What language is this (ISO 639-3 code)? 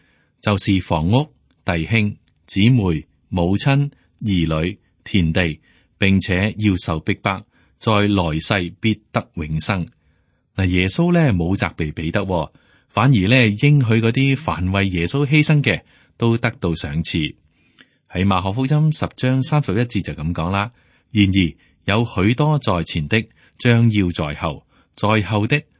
yue